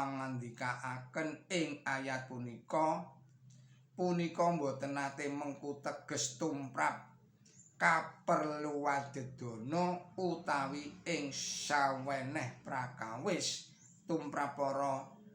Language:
Javanese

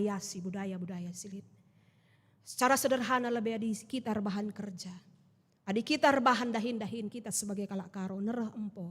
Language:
Batak Karo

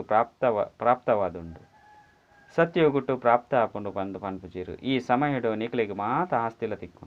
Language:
Tulu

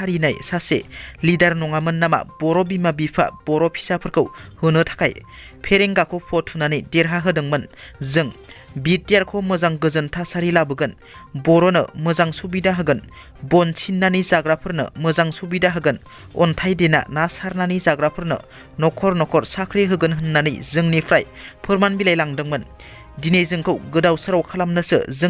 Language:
Bodo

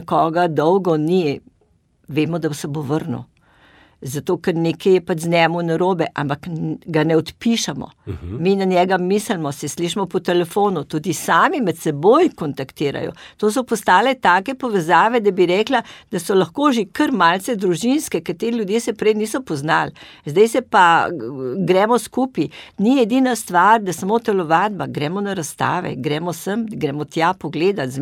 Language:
Slovenian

